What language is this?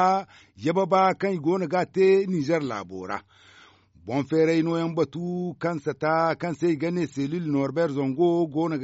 Zarma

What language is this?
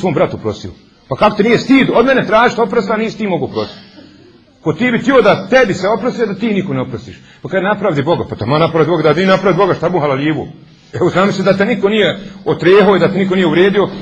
Bosnian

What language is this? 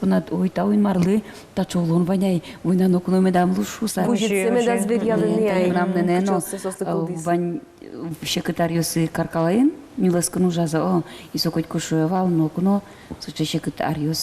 Udmurt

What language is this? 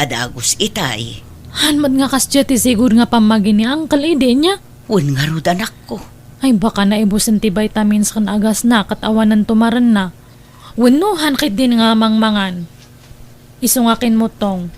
Iloko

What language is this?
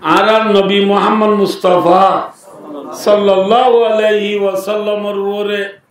Rohingya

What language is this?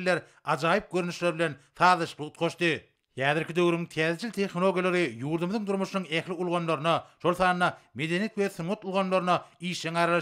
Turkmen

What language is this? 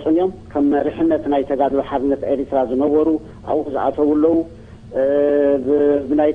Tigrinya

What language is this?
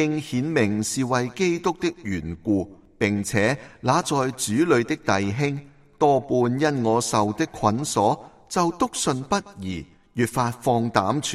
Cantonese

